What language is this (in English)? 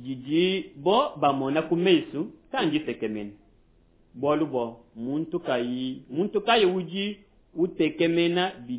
Luba-Lulua